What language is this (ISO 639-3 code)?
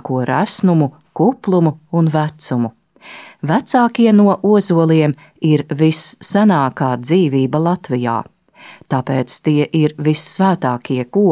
lav